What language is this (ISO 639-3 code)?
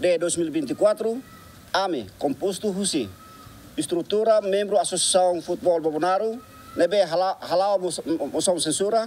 tet